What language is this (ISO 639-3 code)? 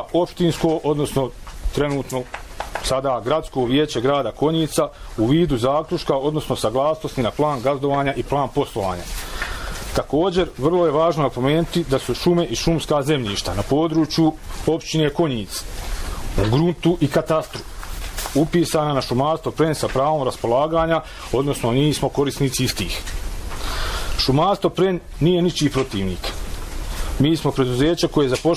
bos